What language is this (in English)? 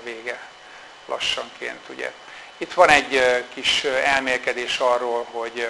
Hungarian